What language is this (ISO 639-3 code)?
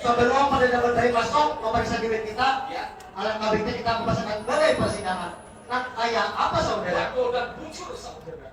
bjn